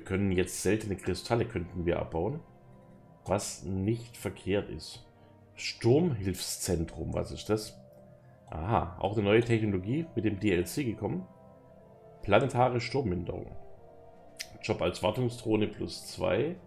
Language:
German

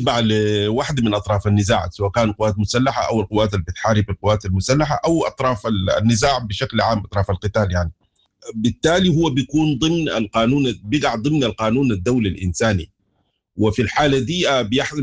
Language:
Sudanese Arabic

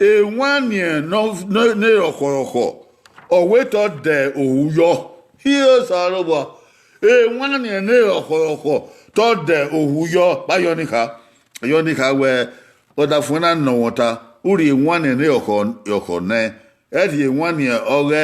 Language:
Bini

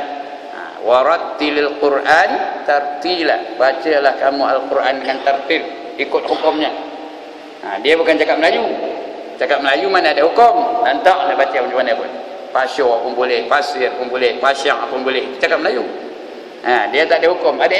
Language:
Malay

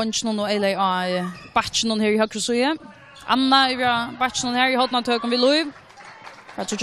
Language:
Faroese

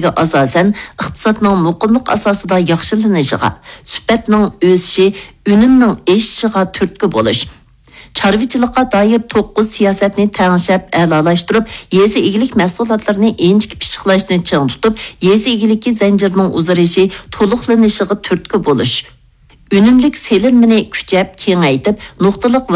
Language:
Uyghur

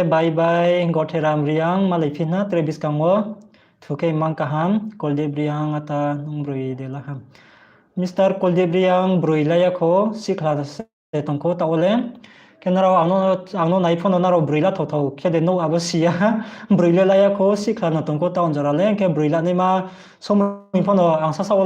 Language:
Riang (India)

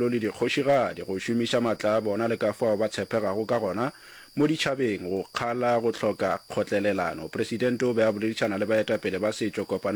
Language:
Northern Sotho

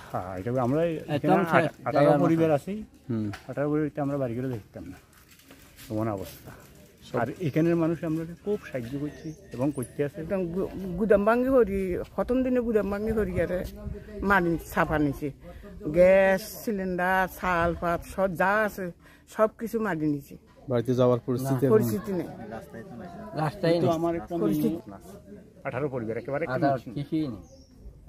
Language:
Bangla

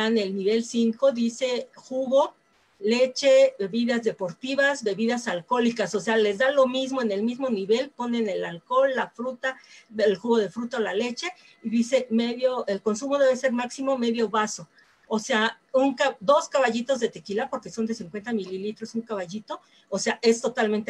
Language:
Spanish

